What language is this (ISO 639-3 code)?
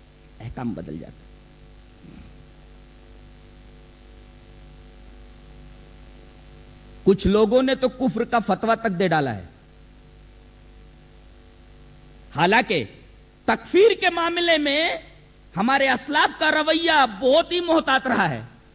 urd